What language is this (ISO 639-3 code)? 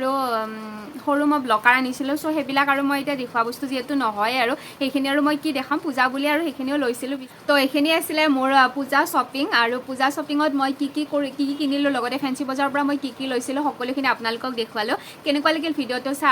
asm